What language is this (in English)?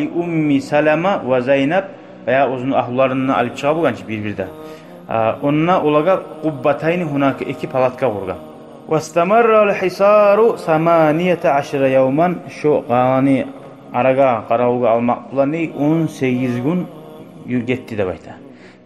Kumyk